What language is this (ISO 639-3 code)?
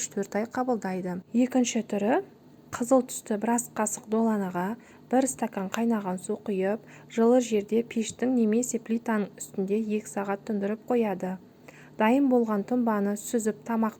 kaz